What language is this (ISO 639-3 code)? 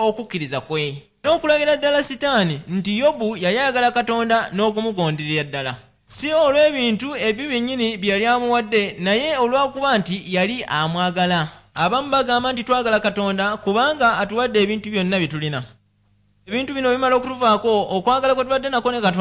lug